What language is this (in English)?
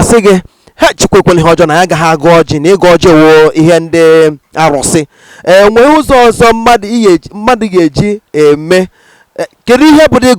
Igbo